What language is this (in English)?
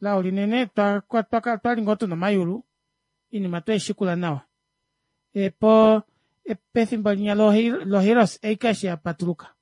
Kuanyama